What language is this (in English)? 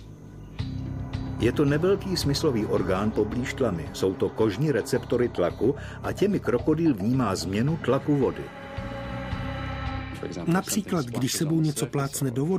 Czech